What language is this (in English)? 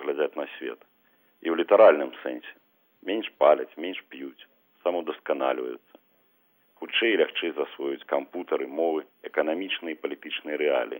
Belarusian